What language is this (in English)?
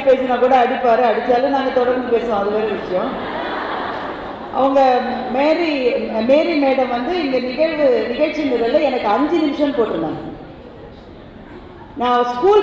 Tamil